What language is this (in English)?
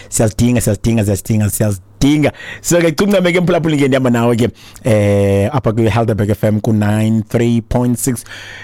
Xhosa